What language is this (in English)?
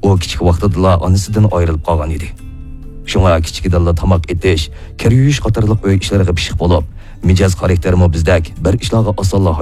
Uyghur